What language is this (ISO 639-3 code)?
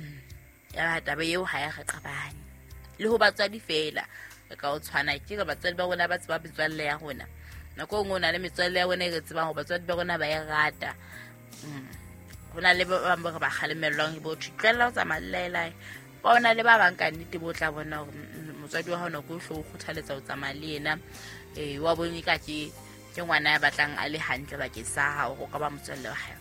sot